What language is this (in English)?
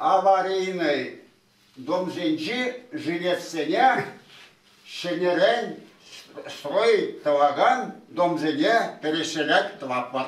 Chuvash